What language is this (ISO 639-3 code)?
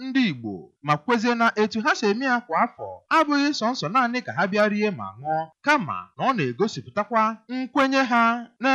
ibo